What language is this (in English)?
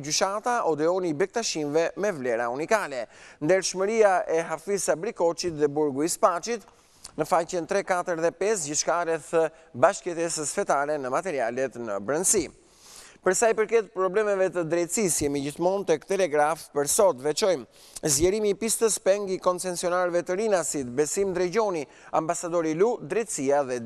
Albanian